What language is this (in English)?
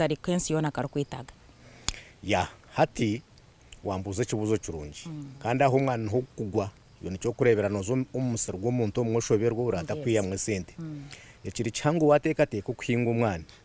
Nyankole